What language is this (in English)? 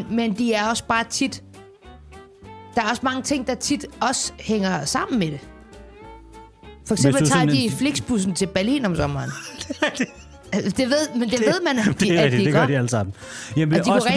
Danish